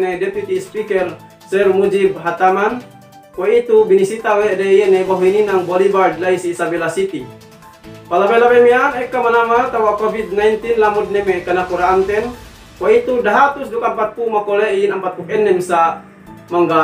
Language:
Yakan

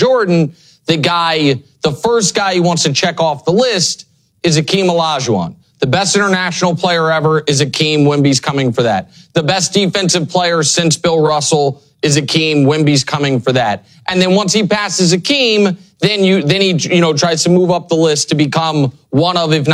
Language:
English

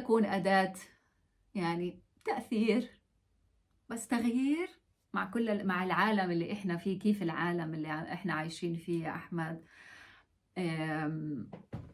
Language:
North Levantine Arabic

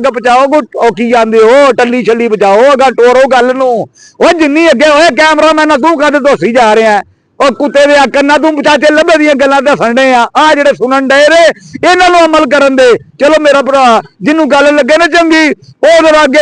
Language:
Western Panjabi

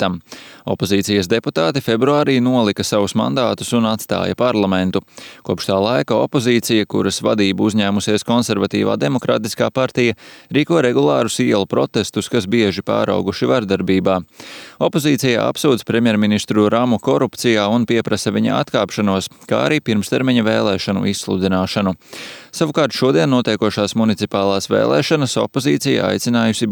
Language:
Latvian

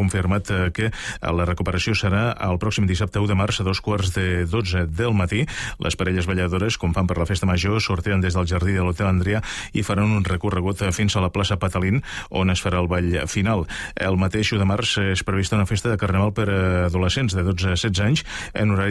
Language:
Catalan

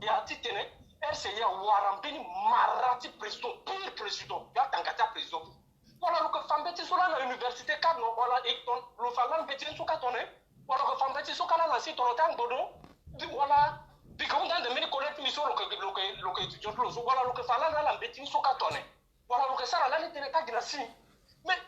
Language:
Sango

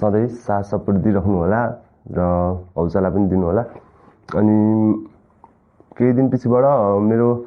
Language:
Nepali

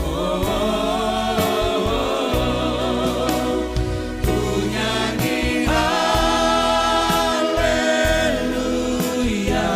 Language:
Batak Simalungun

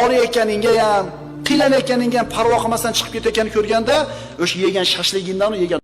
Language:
Uzbek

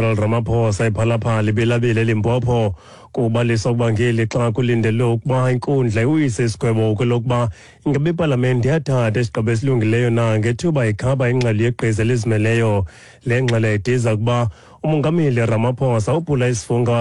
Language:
Xhosa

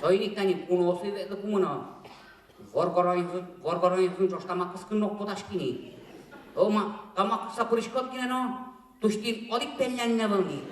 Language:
Udmurt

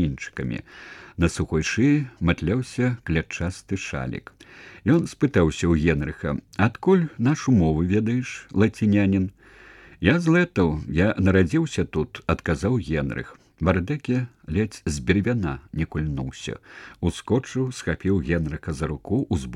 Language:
Belarusian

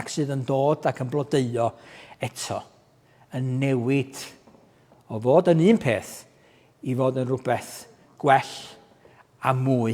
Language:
Welsh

